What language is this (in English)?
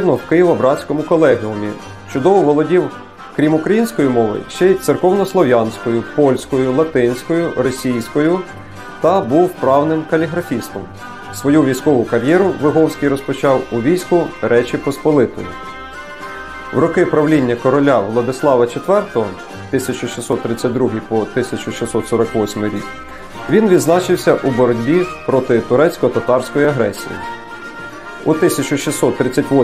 Ukrainian